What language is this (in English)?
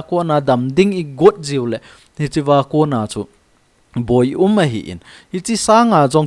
Thado Chin